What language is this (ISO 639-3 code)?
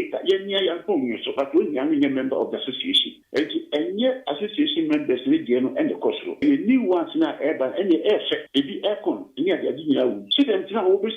aka